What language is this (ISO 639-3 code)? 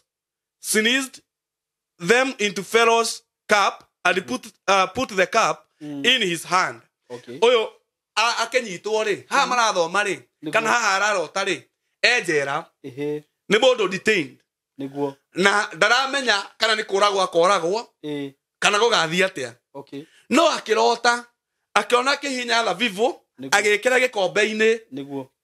kik